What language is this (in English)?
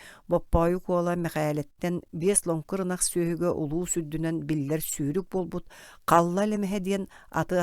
Yakut